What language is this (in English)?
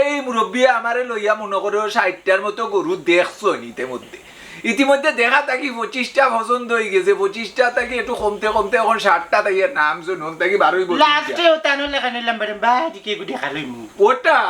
Sylheti